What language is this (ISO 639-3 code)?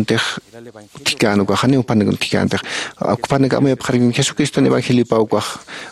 aym